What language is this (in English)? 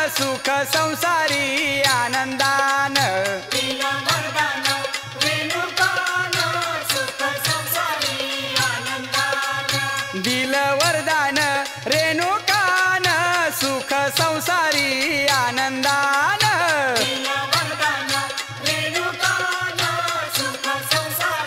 Marathi